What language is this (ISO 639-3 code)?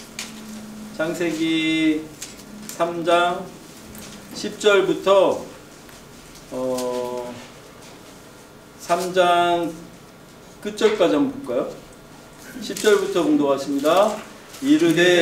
kor